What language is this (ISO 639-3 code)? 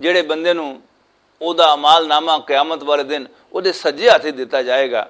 lah